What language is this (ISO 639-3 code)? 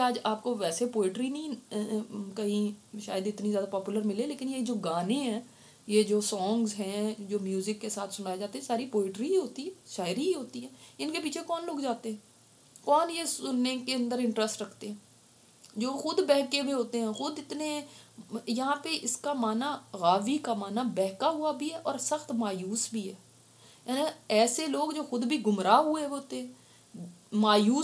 urd